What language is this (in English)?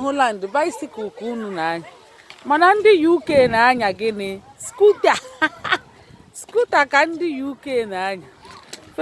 Igbo